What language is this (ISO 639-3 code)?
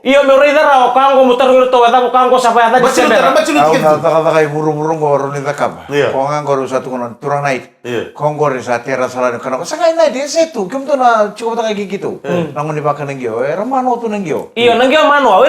fij